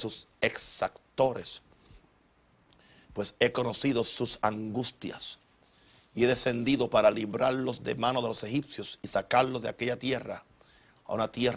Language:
Spanish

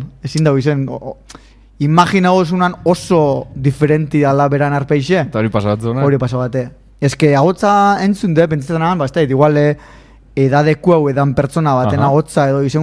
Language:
Basque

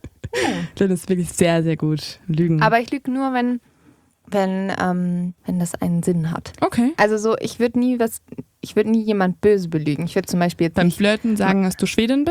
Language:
German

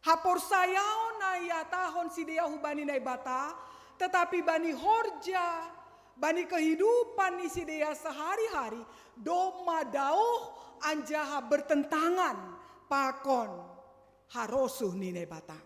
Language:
Batak Simalungun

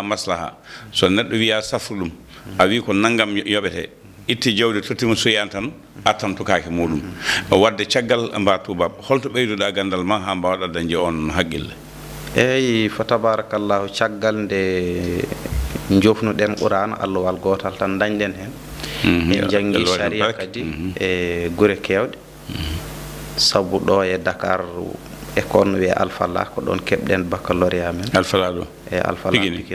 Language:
Fula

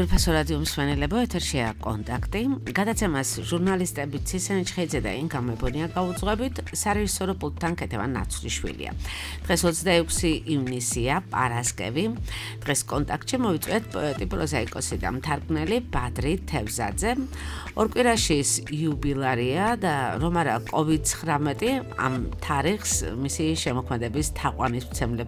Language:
Georgian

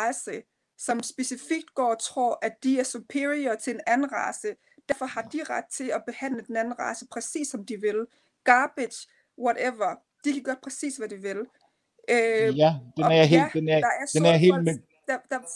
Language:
Danish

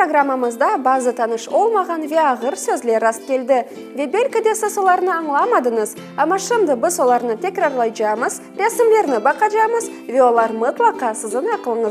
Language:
Crimean Tatar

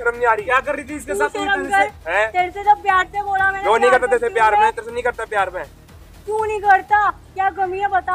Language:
Hindi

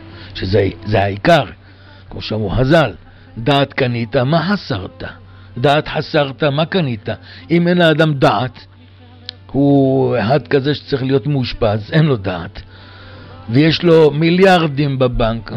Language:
Hebrew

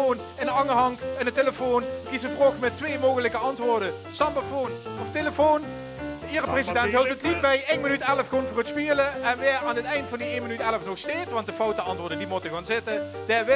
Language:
Limburgish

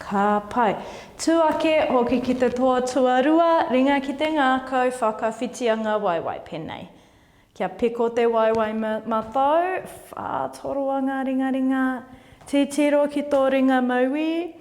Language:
Māori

